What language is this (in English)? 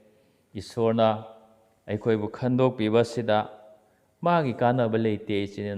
Manipuri